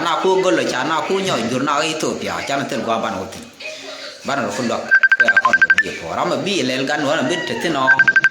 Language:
Nuer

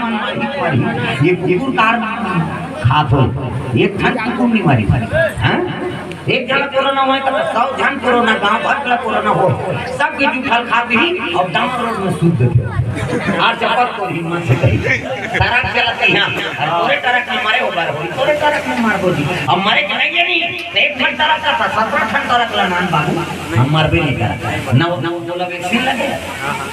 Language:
Chhattisgarhi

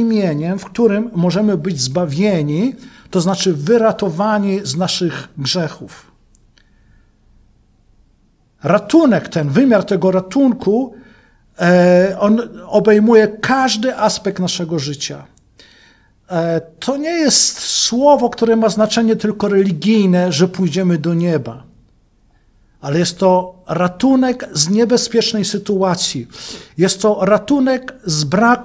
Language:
Polish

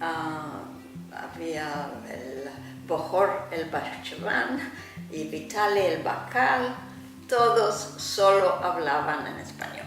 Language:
Ladino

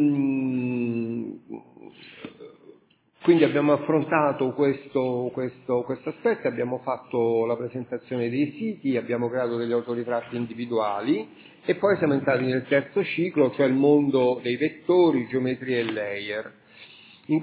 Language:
Italian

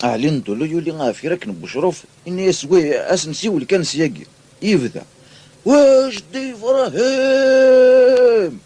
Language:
Kabyle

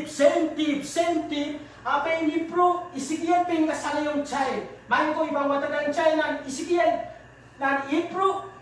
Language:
Pohnpeian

